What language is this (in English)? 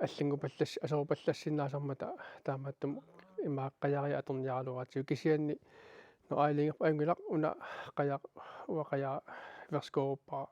Kalaallisut